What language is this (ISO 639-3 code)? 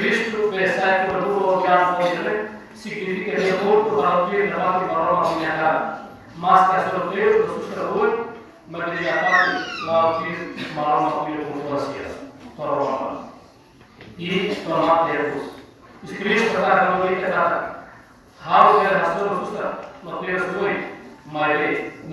tet